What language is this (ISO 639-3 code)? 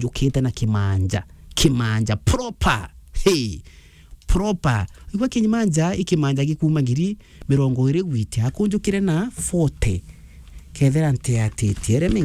mer